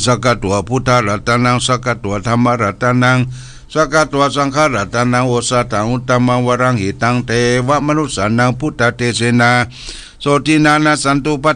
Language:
Pali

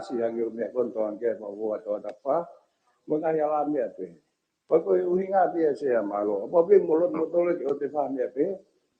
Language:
Tongan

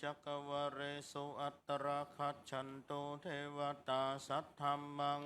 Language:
Pali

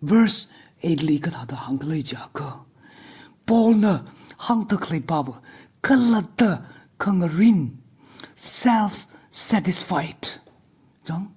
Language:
Tangkhul Naga (India)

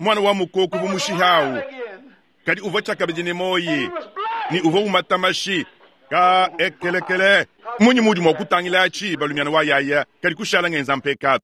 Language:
Luba-Lulua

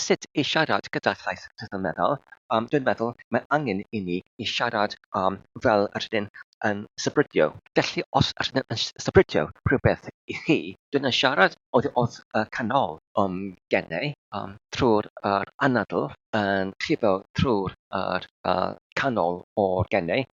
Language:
Welsh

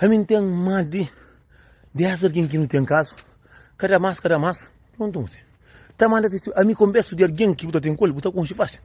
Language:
Kabuverdianu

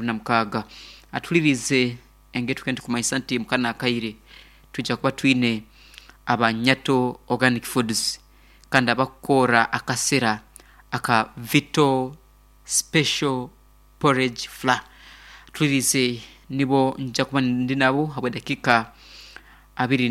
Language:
Nyankole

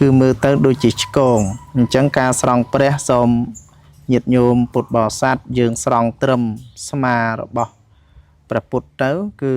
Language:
Khmer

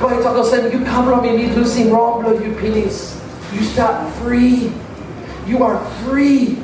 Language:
Tok Pisin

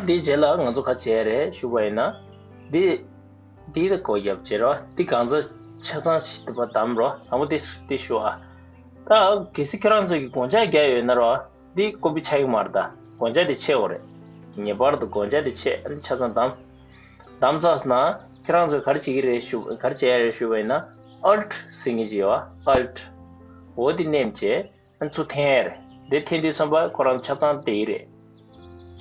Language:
Tibetan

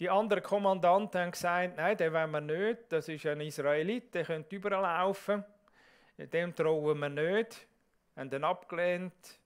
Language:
Swiss German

